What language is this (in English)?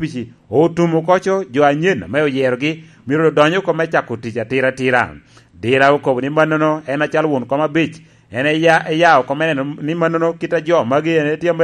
Lango (Uganda)